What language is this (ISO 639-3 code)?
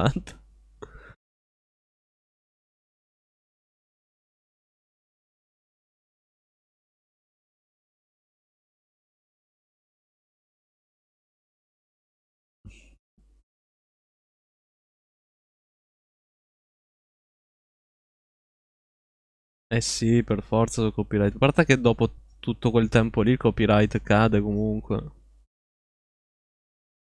ita